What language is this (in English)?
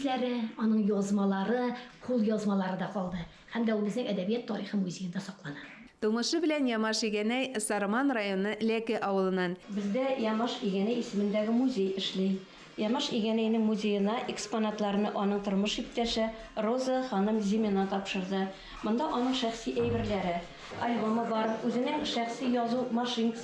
Tatar